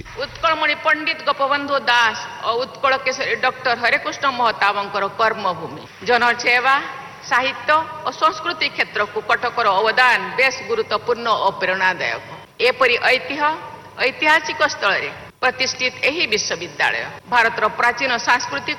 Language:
Odia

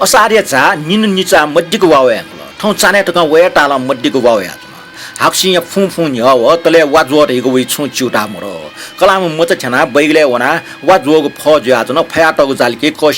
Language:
Newari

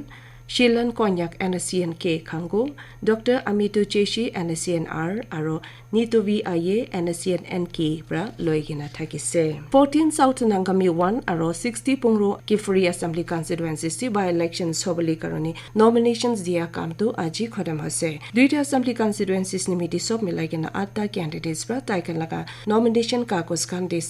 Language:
Naga Pidgin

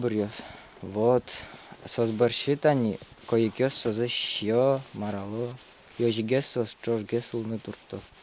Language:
Udmurt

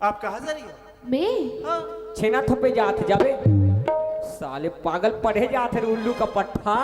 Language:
Chhattisgarhi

